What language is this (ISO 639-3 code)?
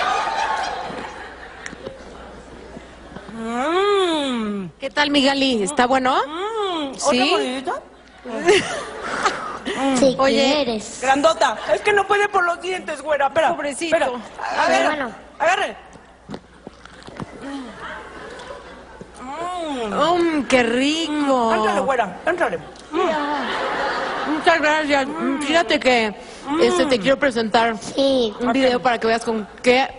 spa